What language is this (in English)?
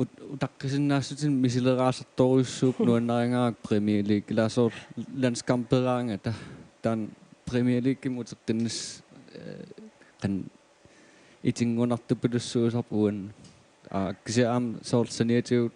Kalaallisut